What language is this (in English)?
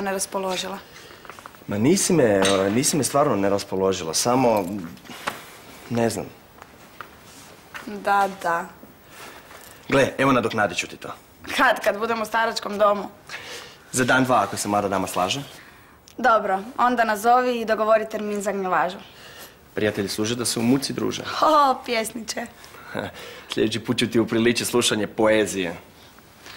Croatian